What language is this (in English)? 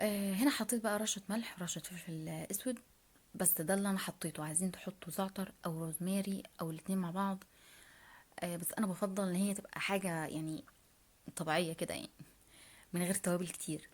Egyptian Arabic